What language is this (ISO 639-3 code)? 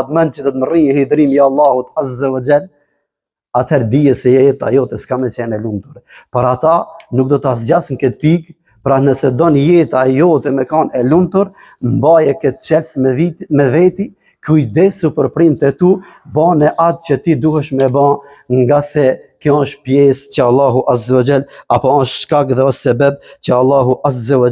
sqi